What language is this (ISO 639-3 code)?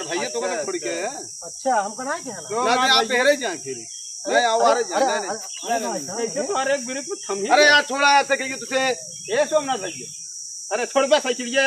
awa